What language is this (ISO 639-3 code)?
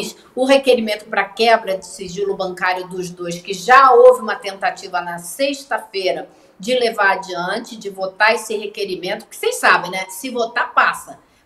por